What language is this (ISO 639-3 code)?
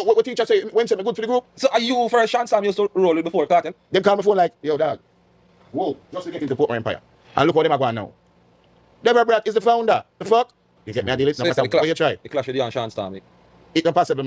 jam